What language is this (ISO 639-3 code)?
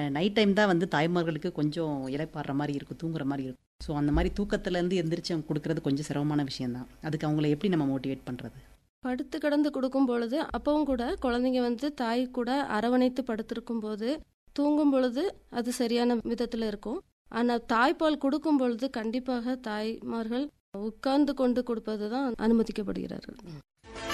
tam